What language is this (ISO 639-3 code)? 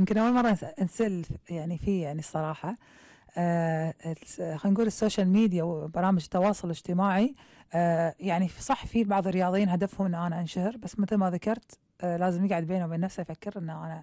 afb